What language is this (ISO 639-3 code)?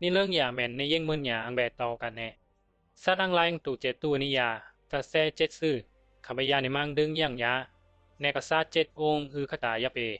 bzi